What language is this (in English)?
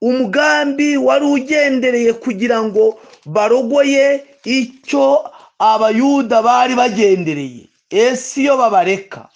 Kinyarwanda